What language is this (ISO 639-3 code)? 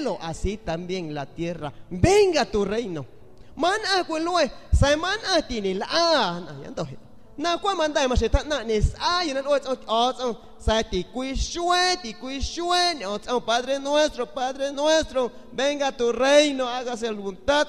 azg